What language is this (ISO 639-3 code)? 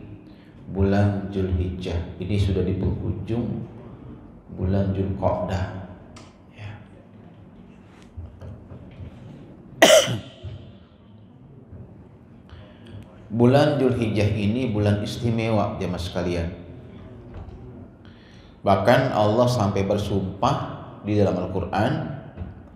ind